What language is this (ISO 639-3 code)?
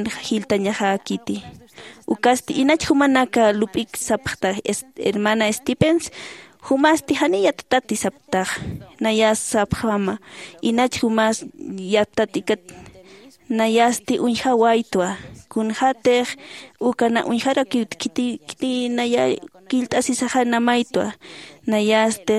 aym